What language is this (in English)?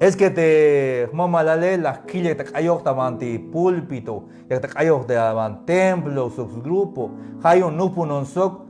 Tzeltal